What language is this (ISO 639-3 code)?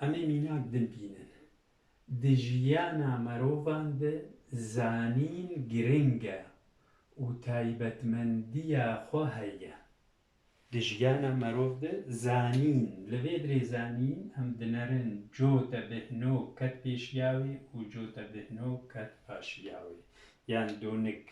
kur